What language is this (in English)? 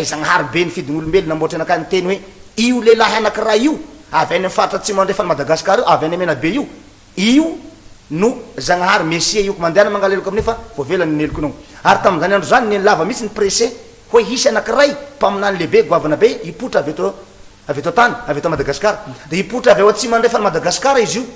Malagasy